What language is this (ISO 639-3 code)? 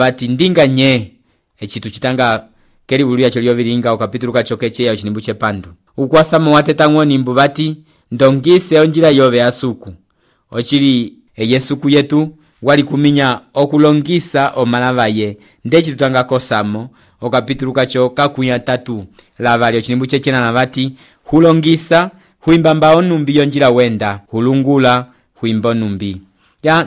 umb